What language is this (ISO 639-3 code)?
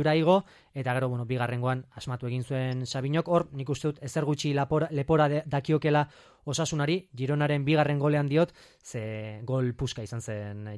eus